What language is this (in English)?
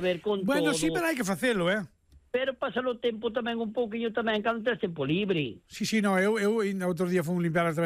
Galician